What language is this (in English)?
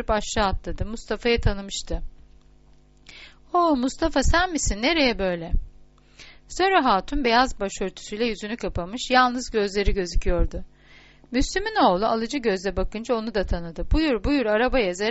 Turkish